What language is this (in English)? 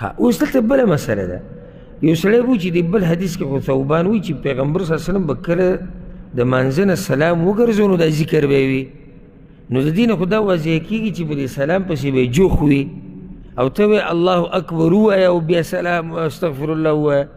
Pashto